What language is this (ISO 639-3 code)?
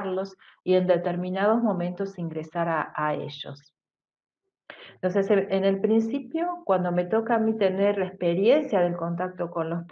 spa